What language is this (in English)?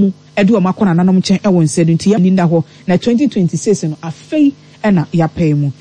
Akan